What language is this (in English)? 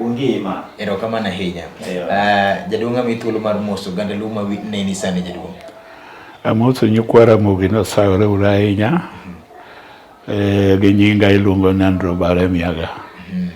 Luo (Kenya and Tanzania)